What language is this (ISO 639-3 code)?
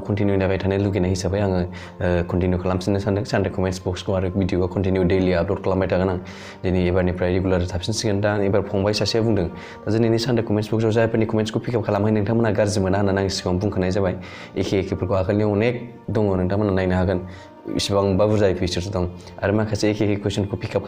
brx